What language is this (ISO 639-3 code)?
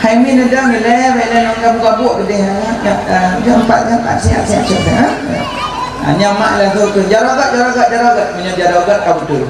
ace